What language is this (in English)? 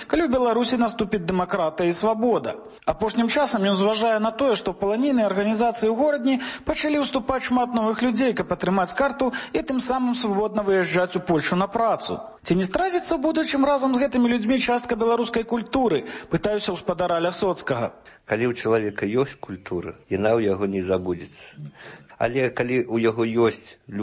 Belarusian